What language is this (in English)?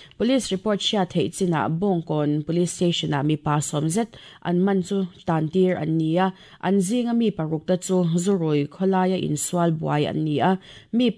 Mizo